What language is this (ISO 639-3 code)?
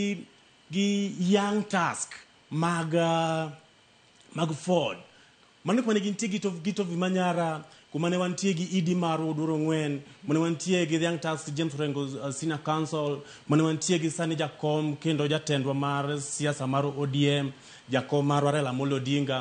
luo